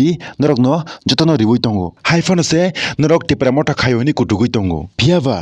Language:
Kok Borok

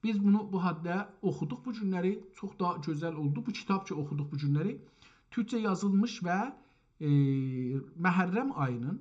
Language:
South Azerbaijani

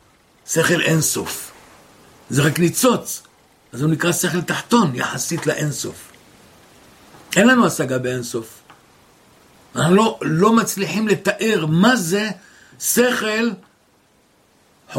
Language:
Hebrew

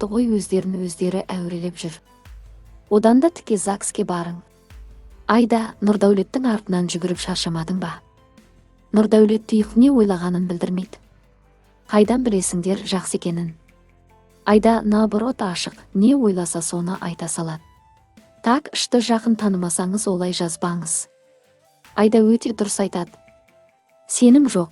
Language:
Kazakh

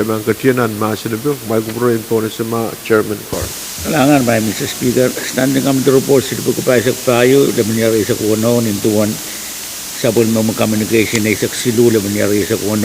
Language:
Pohnpeian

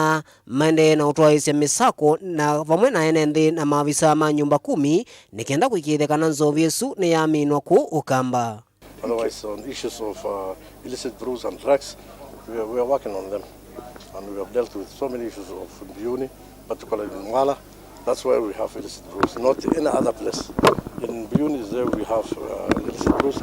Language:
Kamba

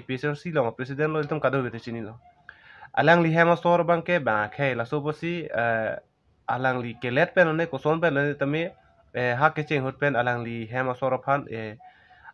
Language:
Karbi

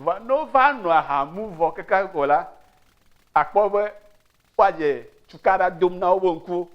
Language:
Ewe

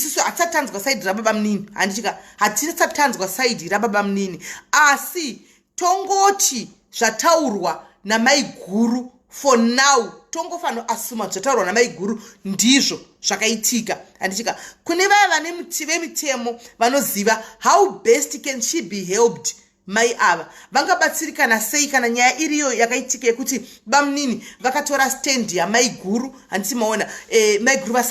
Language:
Shona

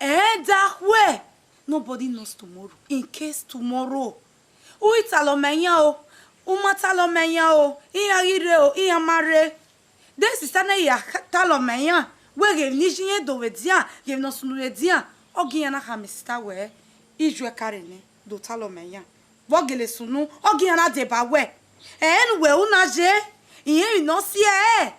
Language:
Bini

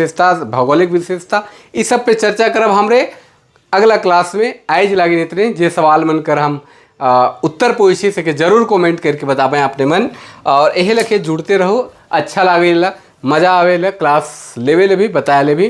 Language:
Sadri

